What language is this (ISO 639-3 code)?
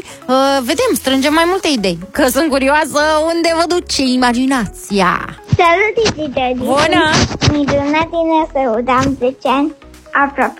ron